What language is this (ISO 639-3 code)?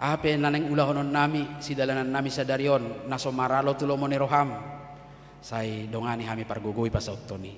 bbc